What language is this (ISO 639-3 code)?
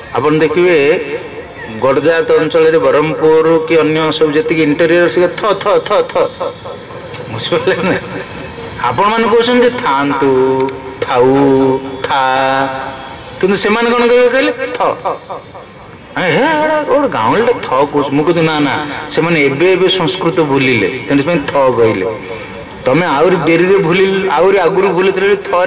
ori